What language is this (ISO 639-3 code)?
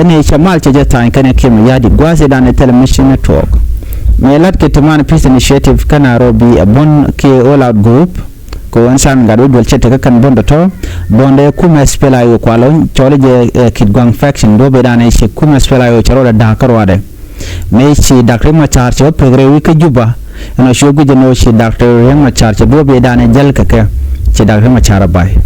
nus